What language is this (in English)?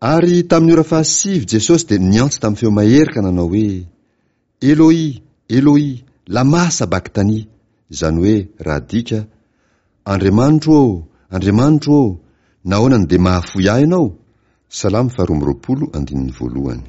Malagasy